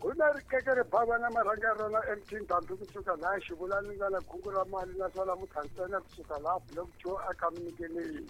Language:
Tsonga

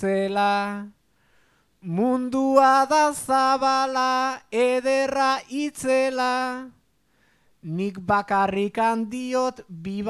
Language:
Basque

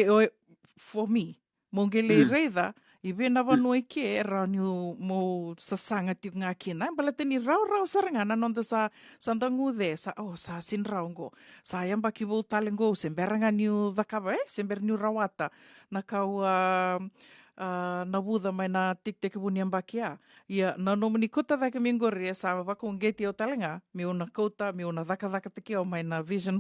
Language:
Fijian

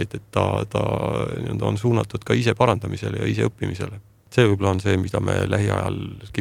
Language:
Estonian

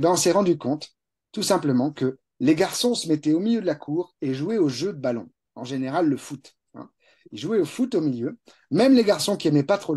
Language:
French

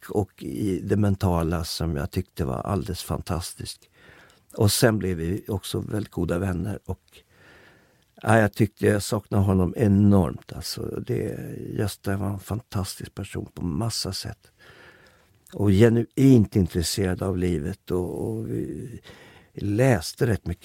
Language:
Swedish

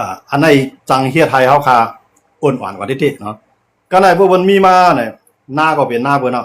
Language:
Shan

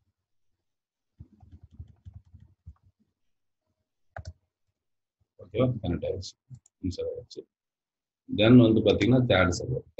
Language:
Tamil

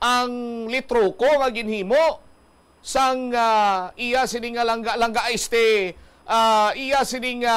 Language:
Hiligaynon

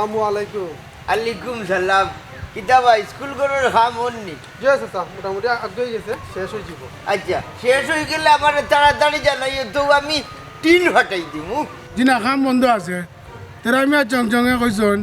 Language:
Sylheti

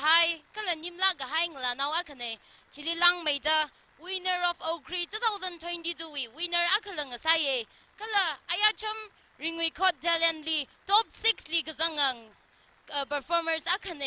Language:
Tangkhul Naga (India)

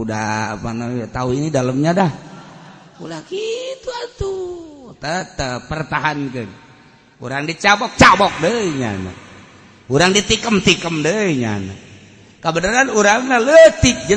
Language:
Sundanese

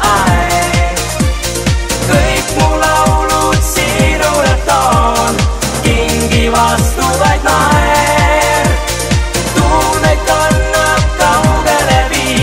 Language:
Estonian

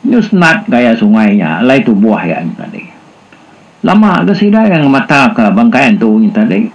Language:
Iban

